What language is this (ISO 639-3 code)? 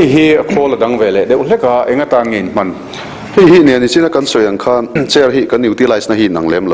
lus